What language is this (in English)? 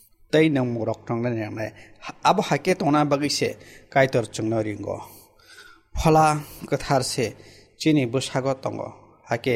Kok Borok